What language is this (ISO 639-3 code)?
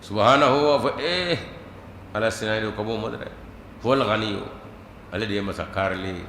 bam